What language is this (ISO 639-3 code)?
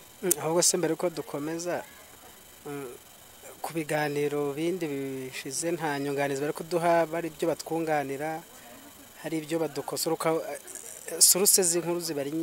kin